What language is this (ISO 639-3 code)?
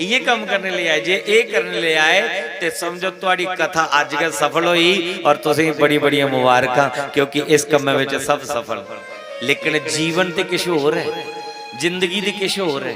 doi